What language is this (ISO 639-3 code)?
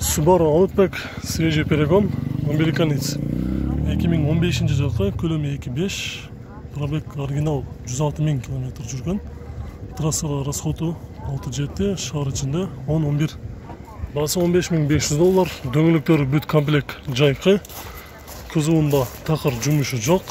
kir